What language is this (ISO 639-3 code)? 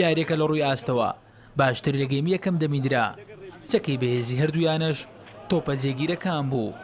ckb